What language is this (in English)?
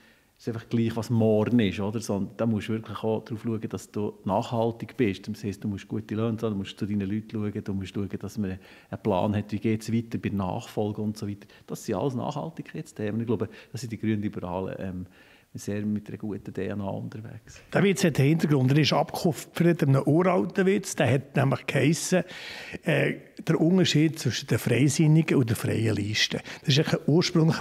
Swiss German